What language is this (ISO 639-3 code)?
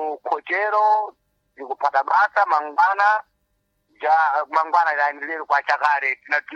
seh